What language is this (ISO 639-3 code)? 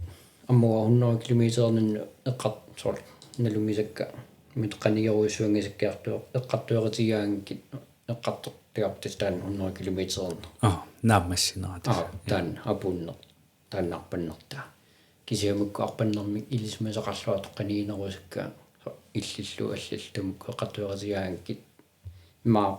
kal